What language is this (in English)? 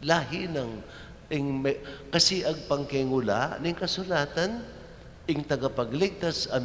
Pampanga